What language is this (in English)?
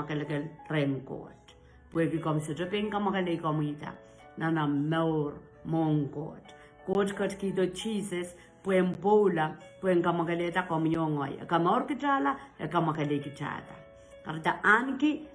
Pohnpeian